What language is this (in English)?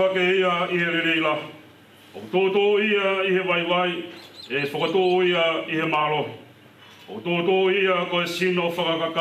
Tongan